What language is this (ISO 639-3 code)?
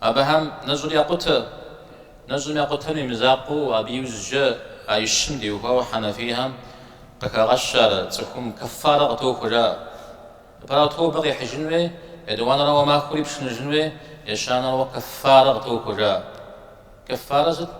kbd